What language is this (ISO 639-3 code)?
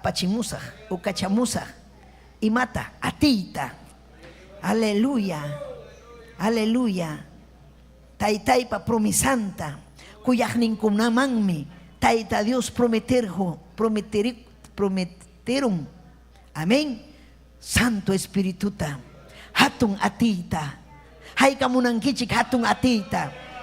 quy